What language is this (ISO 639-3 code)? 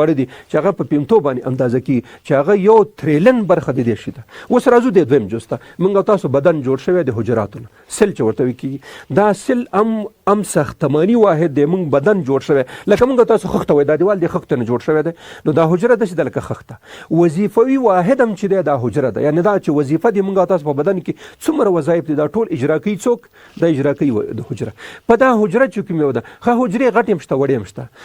pus